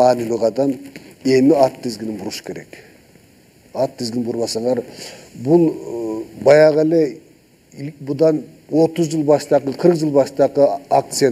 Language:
Kyrgyz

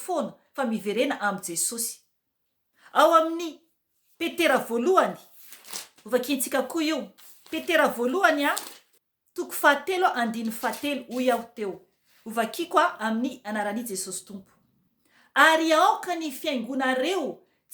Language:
Malagasy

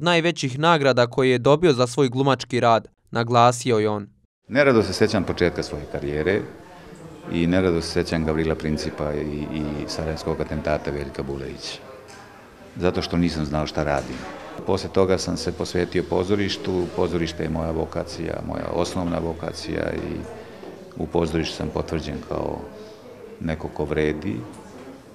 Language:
Bosnian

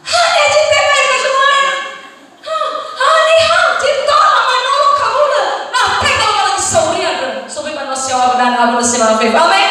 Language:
Nias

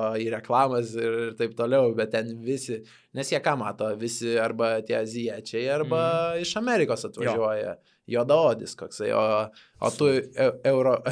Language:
Lithuanian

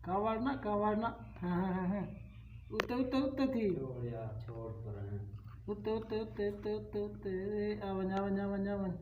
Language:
Saraiki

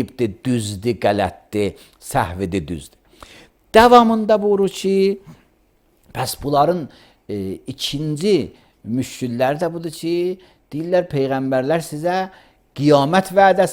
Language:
Azerbaijani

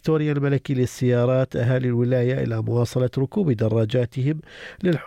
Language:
Arabic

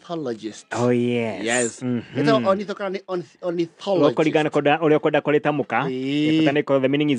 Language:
Kikuyu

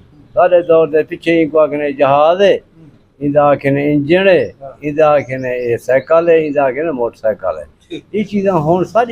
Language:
Saraiki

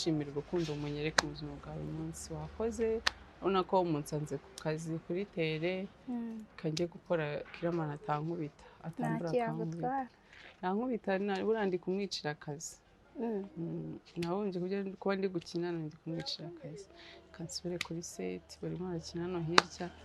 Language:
Kinyarwanda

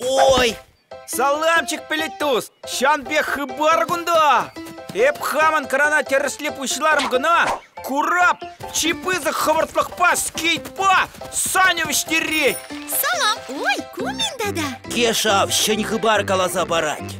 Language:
Chuvash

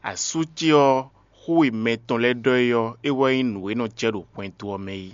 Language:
Fon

